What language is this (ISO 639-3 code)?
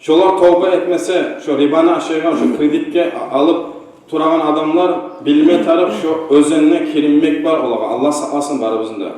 kum